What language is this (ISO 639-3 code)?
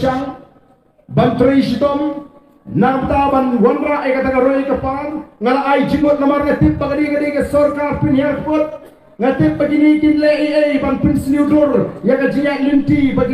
kha